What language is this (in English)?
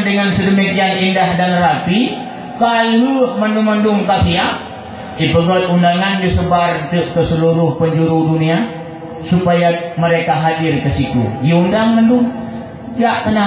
Achinese